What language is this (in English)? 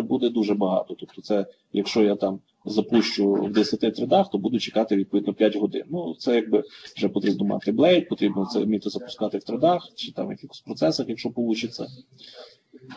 Ukrainian